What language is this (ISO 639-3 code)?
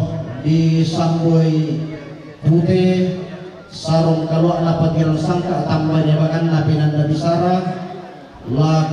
sda